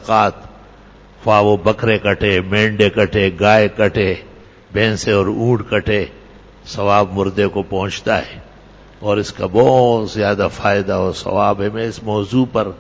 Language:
Urdu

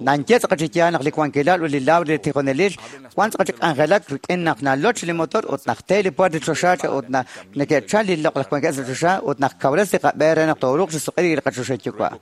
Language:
Kekchí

